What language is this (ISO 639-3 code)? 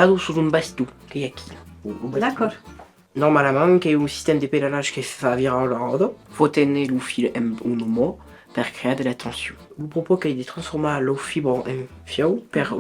oci